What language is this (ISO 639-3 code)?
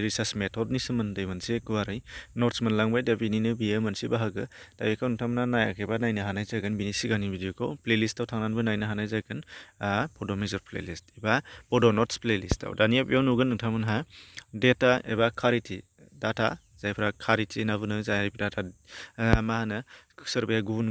brx